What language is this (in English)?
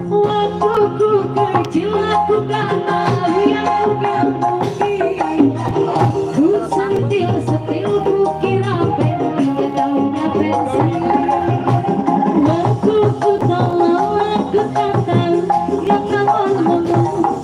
Sundanese